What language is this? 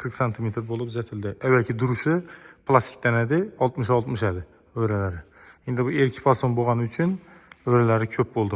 Uzbek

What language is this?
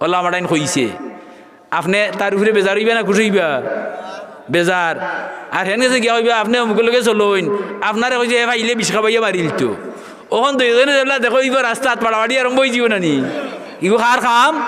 Sylheti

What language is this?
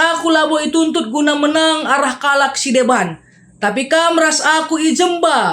Batak Karo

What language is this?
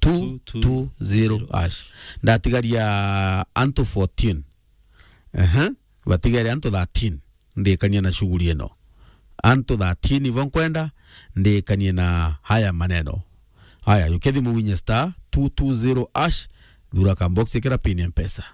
Meru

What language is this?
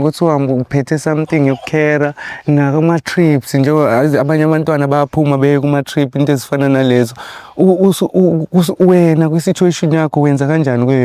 Zulu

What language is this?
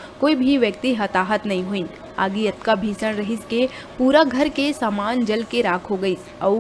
Chhattisgarhi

